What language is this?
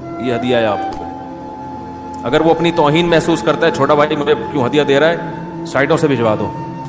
Urdu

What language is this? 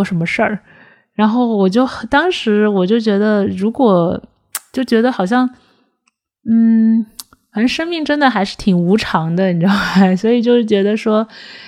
Chinese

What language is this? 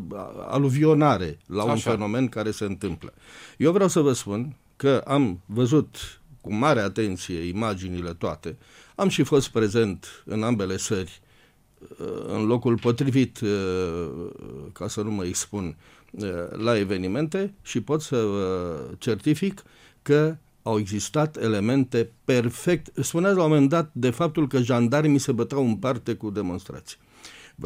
Romanian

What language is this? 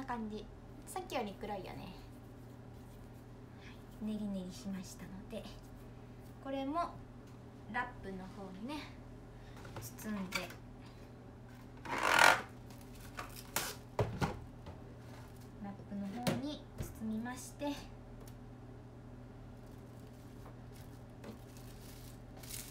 Japanese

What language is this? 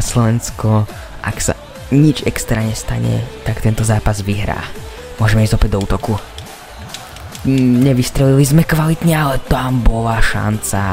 Slovak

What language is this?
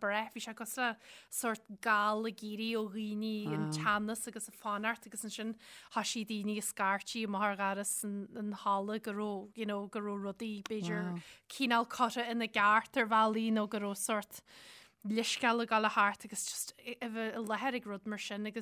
Irish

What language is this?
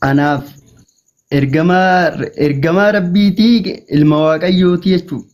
Oromo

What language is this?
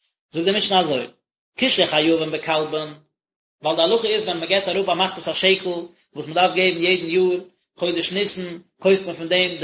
Yiddish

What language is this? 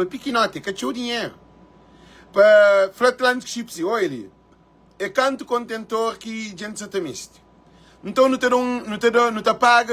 Kabuverdianu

